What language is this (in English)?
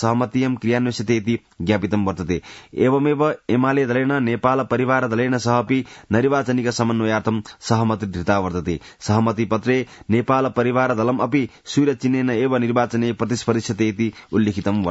Sanskrit